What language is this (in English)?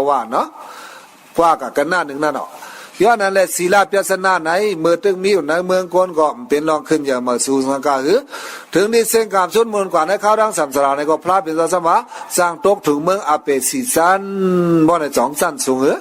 Shan